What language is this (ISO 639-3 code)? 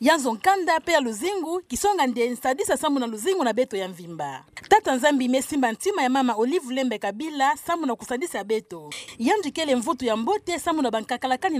ktu